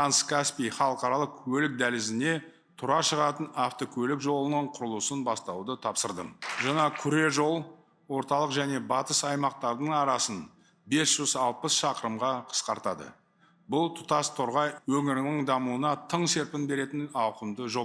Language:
Kazakh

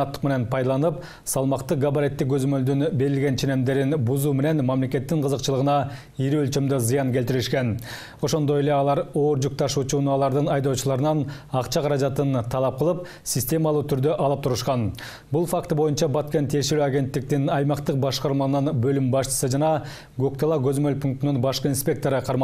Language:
Kyrgyz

